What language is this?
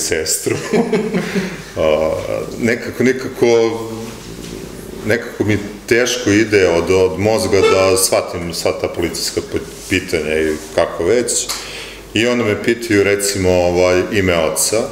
Serbian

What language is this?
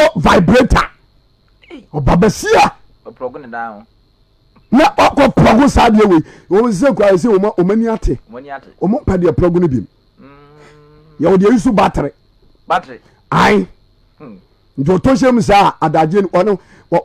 Akan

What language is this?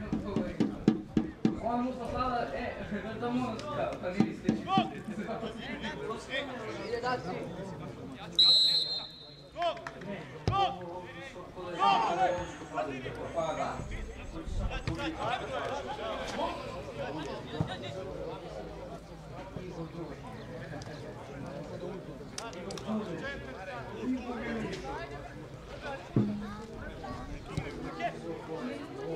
Serbian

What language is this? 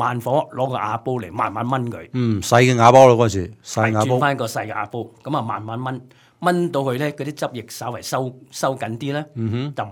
Cantonese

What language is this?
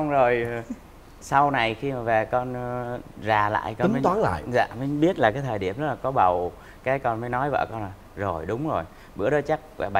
Vietnamese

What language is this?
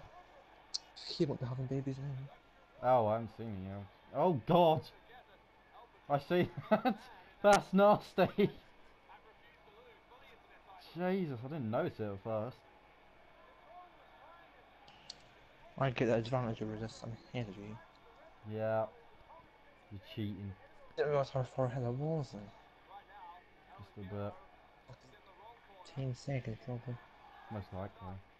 English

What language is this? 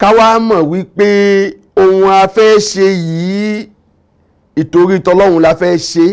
Yoruba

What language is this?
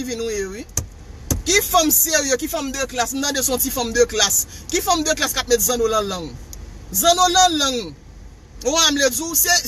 Haitian Creole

